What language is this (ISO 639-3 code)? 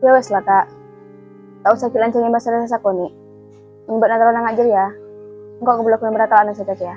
mad